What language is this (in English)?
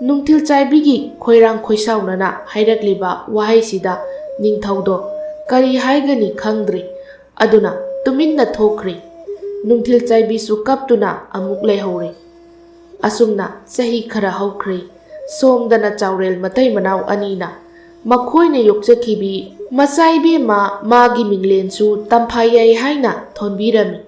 Manipuri